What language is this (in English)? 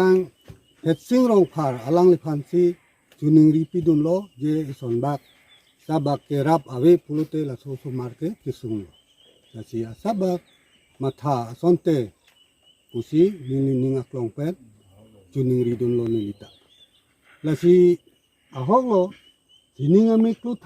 Karbi